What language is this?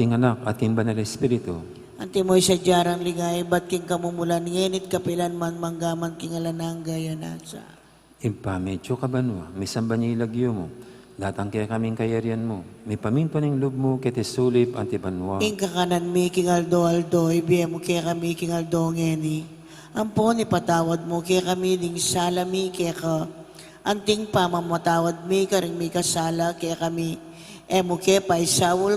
Pampanga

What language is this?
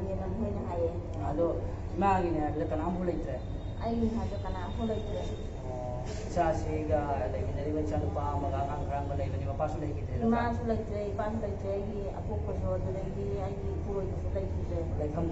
Manipuri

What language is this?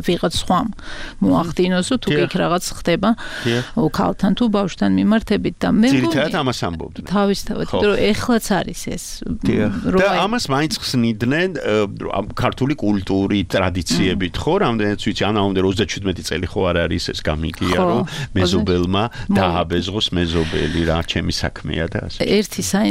Georgian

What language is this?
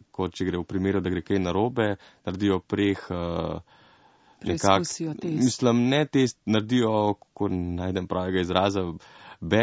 Slovenian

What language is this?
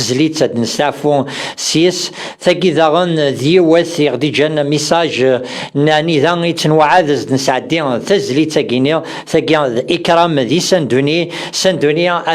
Kabyle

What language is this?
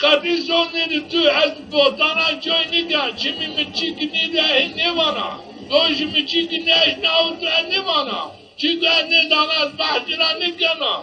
Zaza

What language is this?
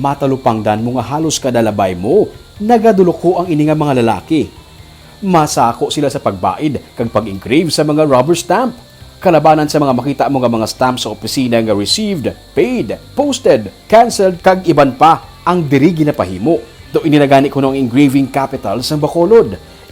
Hiligaynon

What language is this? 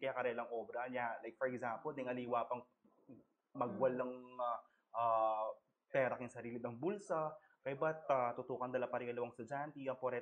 Pampanga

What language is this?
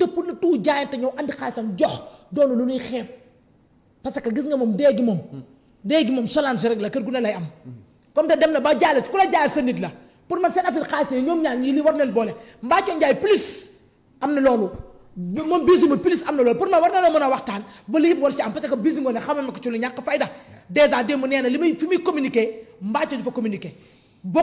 Wolof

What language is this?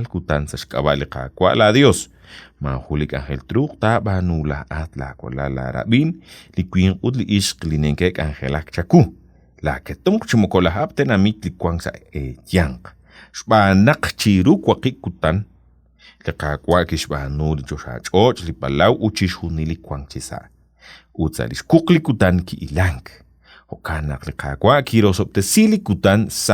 Kekchí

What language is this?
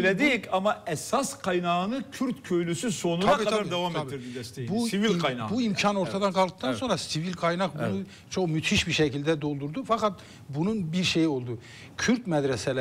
Turkish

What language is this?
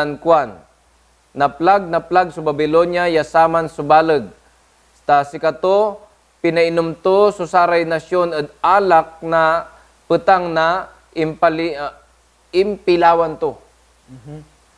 Pangasinan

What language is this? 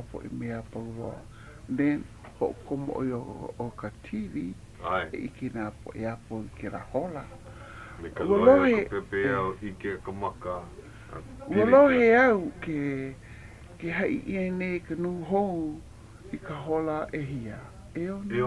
Hawaiian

